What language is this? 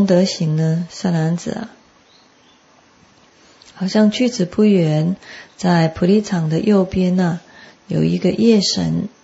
Chinese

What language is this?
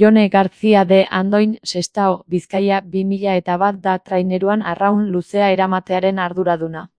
Basque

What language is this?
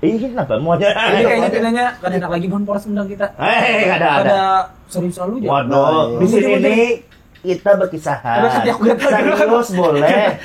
Banjar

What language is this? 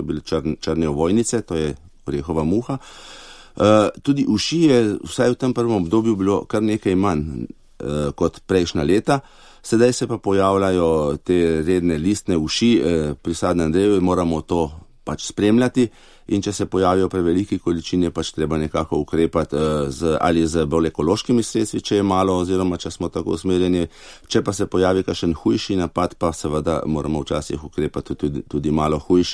Slovenian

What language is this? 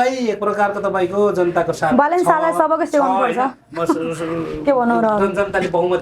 Nepali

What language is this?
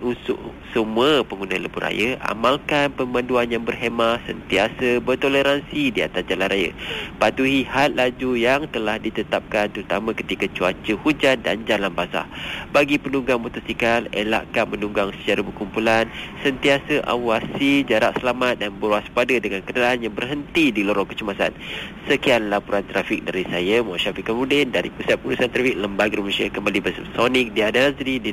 Malay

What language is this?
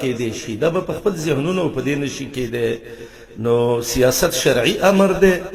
Pashto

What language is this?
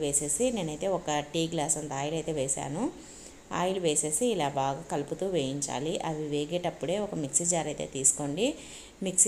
Telugu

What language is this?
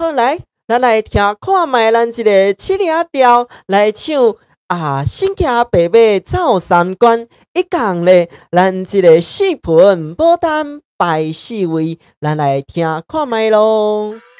Min Nan Chinese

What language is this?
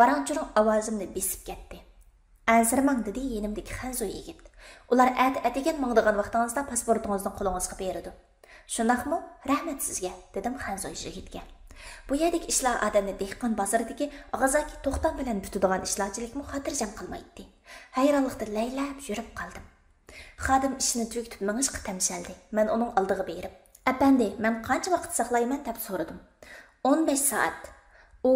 Uyghur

